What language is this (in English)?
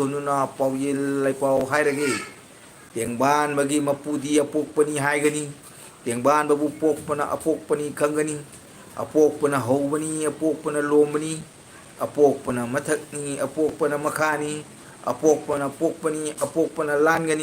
Manipuri